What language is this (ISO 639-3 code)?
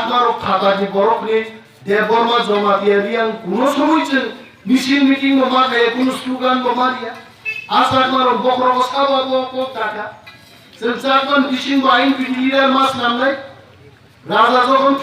trp